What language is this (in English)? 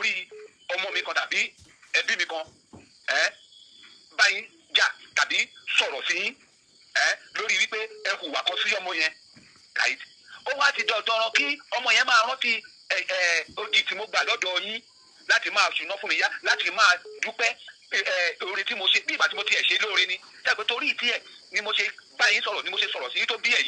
Yoruba